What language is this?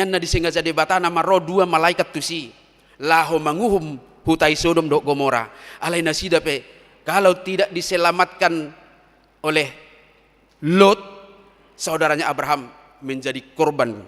Batak Toba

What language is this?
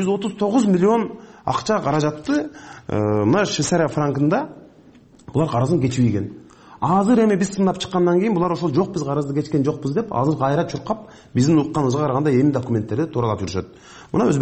Kyrgyz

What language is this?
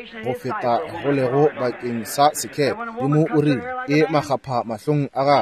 Northern Sotho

